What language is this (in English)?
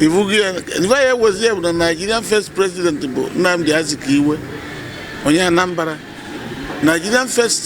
Igbo